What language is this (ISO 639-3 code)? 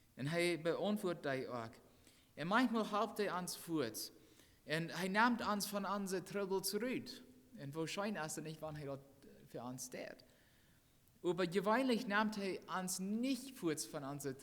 pdt